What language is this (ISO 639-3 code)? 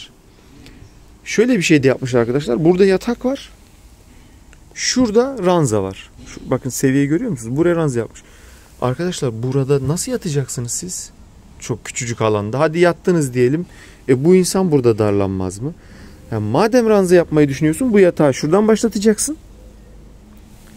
tur